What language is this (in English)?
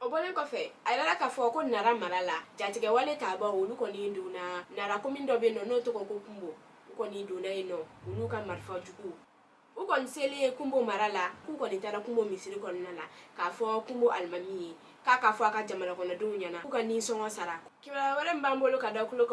Bambara